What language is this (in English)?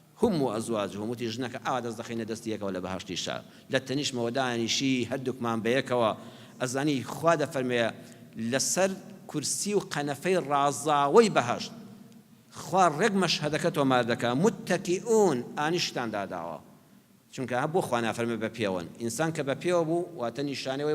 Central Kurdish